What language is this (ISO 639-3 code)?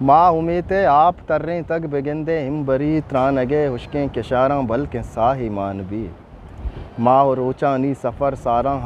bgp